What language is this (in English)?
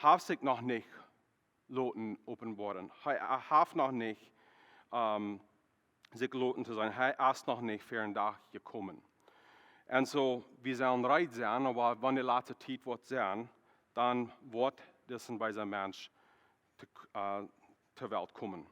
Plautdietsch